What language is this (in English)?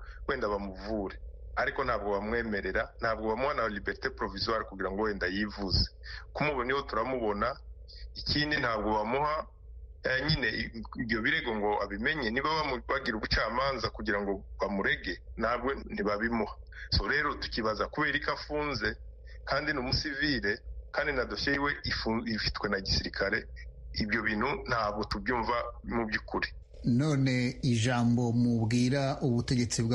Kinyarwanda